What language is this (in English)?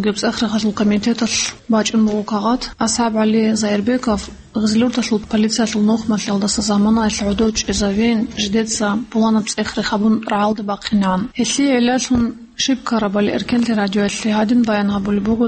Avaric